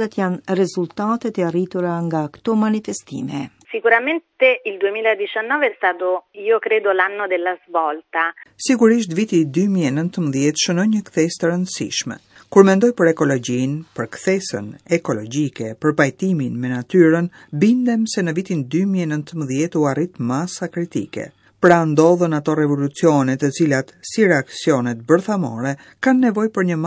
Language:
Albanian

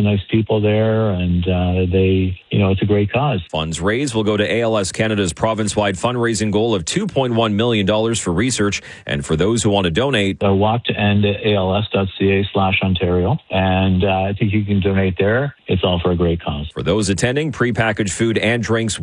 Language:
English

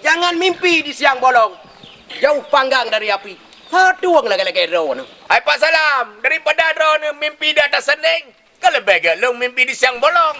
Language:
Achinese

